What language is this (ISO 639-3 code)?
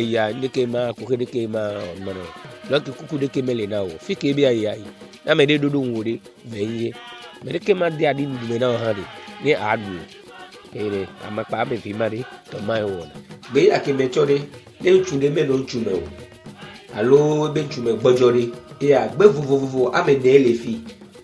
ewe